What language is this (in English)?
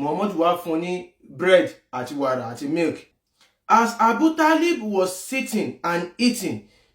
Yoruba